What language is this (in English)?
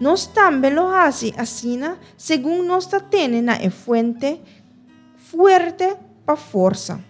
Papiamento